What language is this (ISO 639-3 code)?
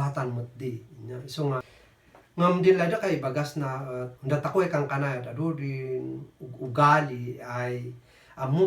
kne